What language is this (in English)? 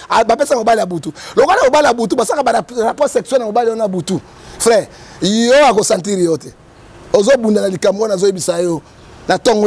Lingala